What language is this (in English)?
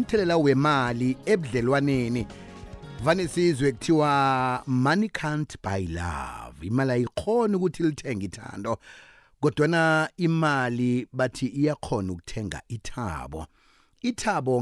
South Ndebele